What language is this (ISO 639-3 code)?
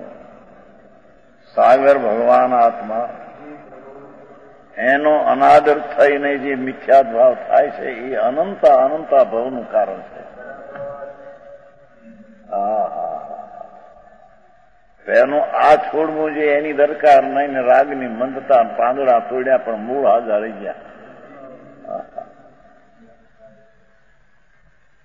guj